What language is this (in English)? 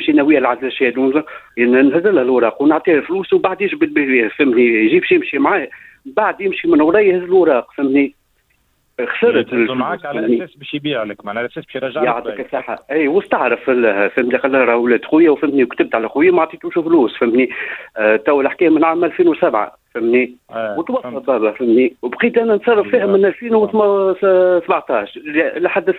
Tunisian Arabic